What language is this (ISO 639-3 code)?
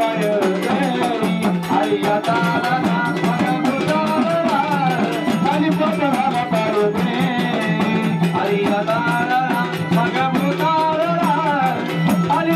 mar